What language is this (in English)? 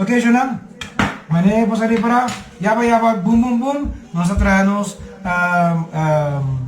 Papiamento